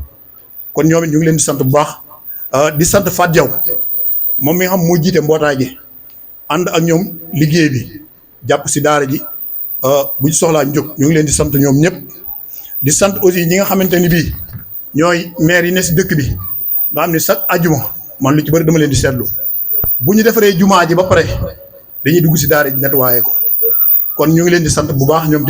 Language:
Wolof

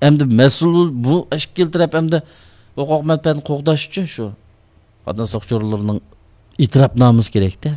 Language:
Uyghur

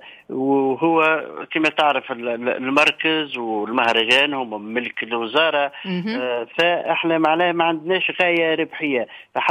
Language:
Tunisian Arabic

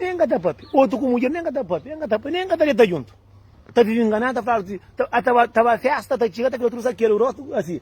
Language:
Kabuverdianu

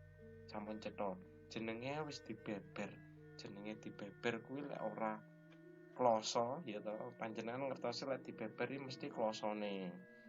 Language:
Javanese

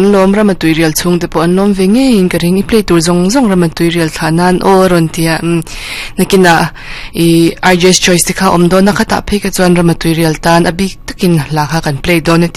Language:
Mizo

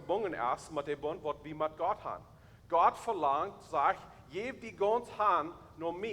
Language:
Plautdietsch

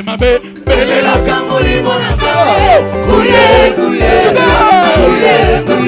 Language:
French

